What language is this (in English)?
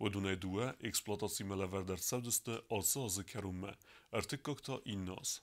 Ossetic